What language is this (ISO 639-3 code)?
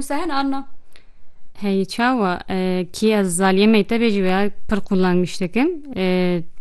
kur